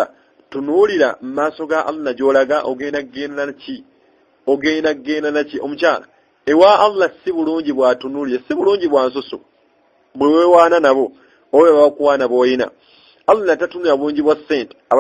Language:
Ganda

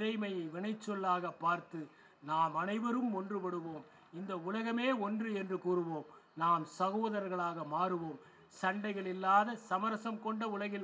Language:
Tamil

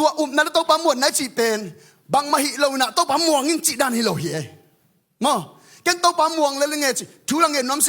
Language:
Tedim Chin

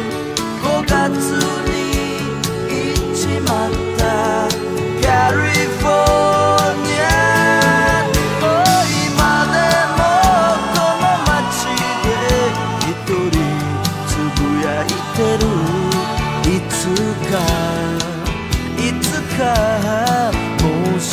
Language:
Japanese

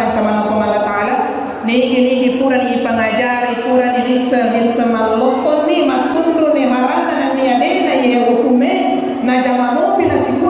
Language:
Buginese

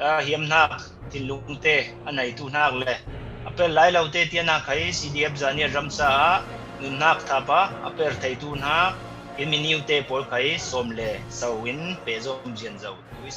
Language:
Falam Chin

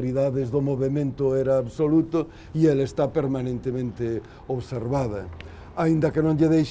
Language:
Galician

